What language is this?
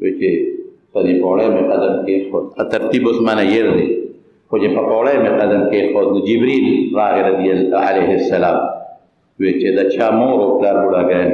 Pashto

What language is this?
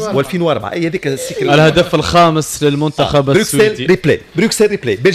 Tunisian Arabic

